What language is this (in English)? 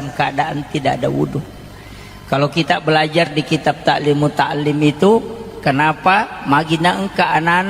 Buginese